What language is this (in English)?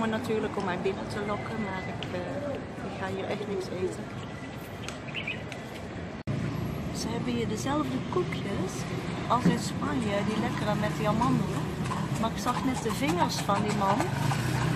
Dutch